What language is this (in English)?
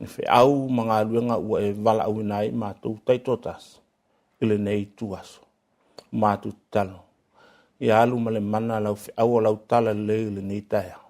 Samoan